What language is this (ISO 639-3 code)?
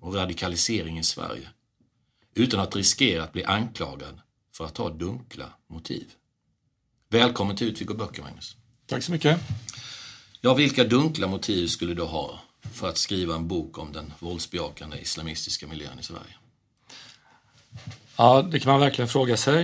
swe